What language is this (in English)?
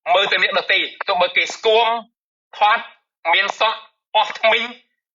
Khmer